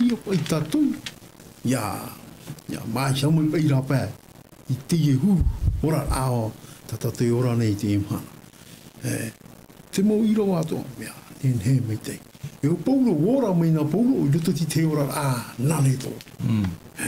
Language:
Tahitian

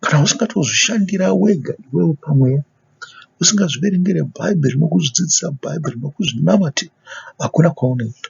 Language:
Shona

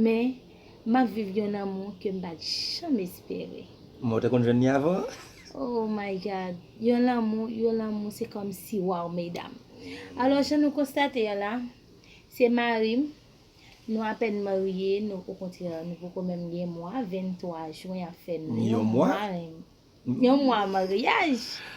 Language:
Haitian Creole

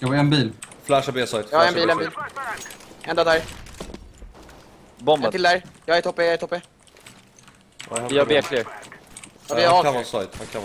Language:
Swedish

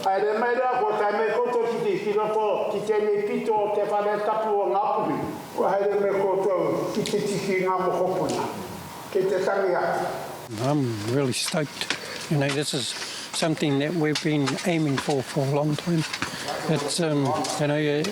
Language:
Māori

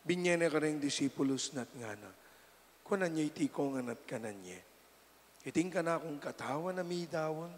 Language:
Pampanga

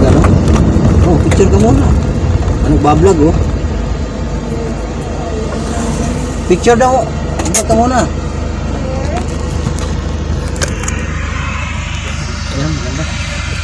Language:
Filipino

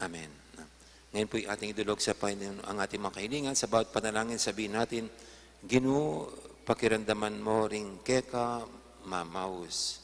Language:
Pampanga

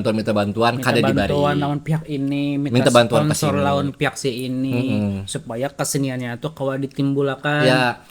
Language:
Banjar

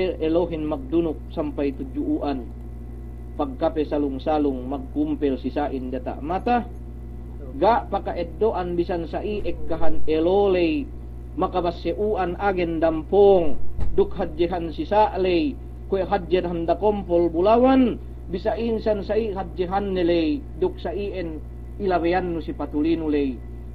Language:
Yakan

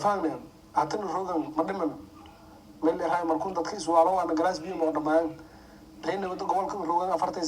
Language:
Somali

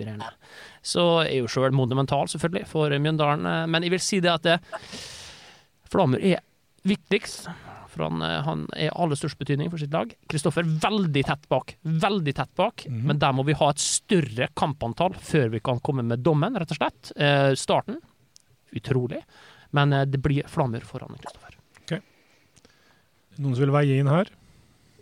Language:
Norwegian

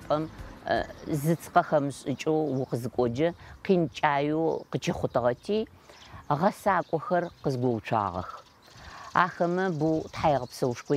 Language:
Adyghe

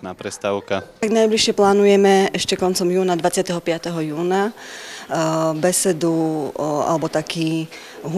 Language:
Slovak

